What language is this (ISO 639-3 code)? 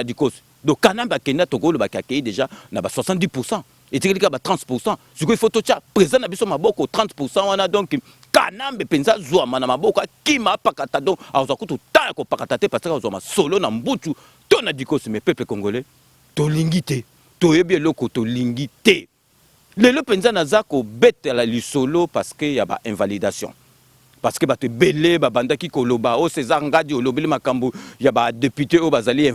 lin